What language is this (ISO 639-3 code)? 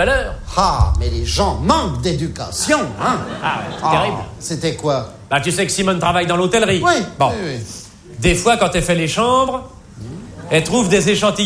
fra